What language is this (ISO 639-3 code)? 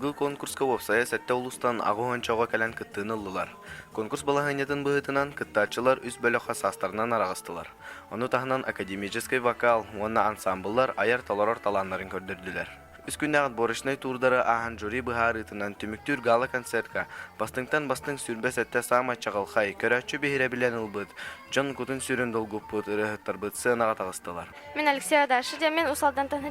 sah